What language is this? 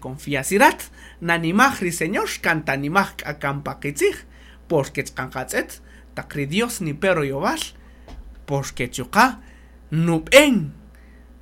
Kaqchikel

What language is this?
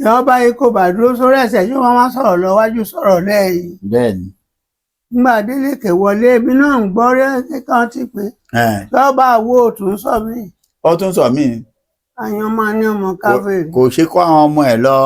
Yoruba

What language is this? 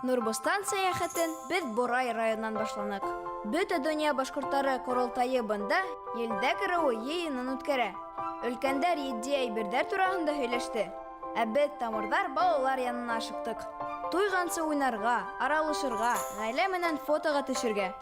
Bashkir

